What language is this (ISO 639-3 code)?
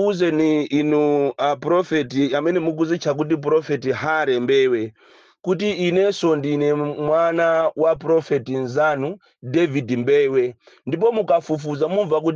nya